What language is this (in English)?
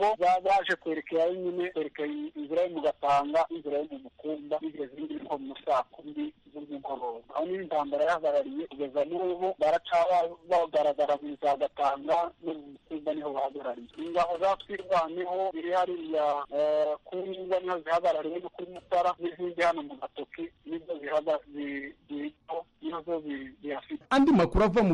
Kinyarwanda